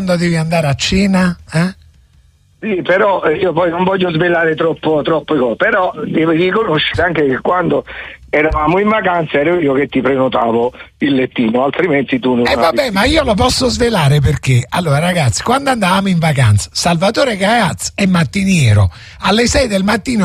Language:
Italian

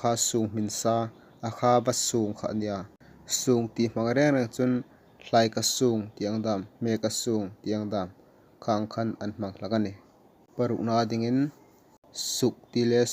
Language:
Hmar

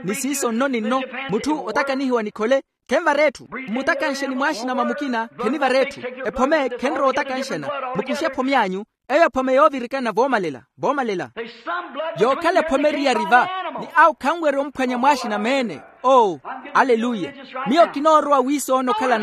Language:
Makhuwa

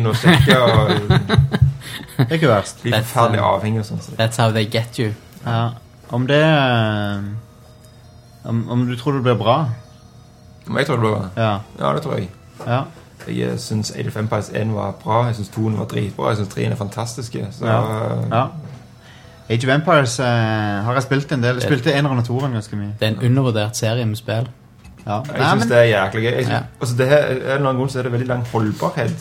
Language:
Norwegian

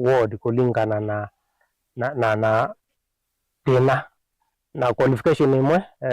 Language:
Kamba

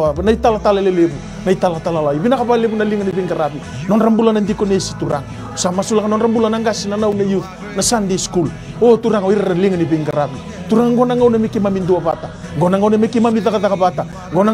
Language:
Fijian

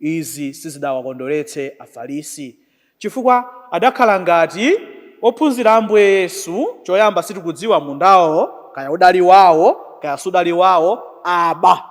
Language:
Nyanja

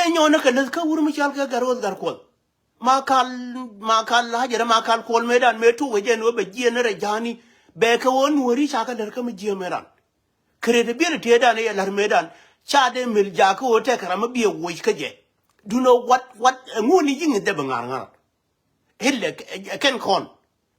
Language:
Nuer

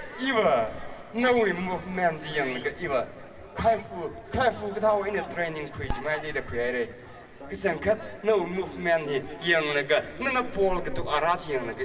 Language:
Tangkhul Naga (India)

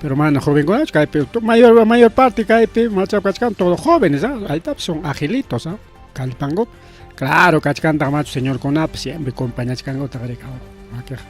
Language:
Ayacucho Quechua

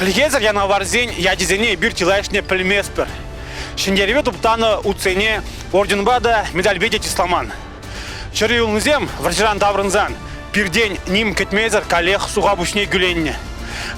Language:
Chuvash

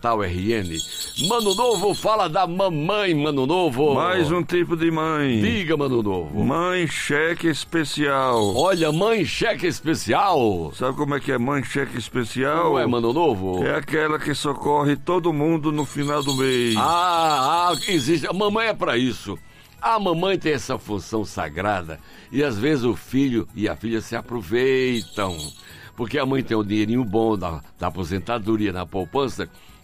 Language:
Portuguese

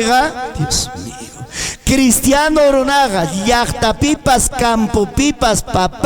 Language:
Ayacucho Quechua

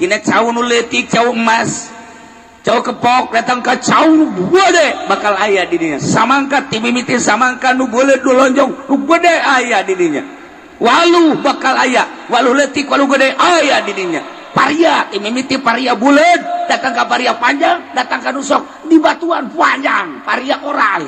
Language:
Sundanese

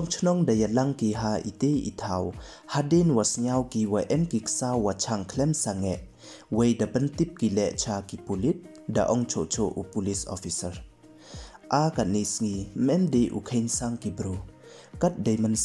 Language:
Pnar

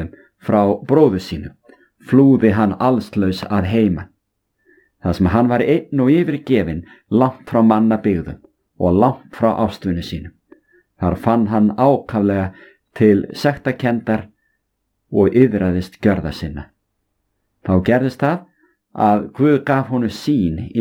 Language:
Icelandic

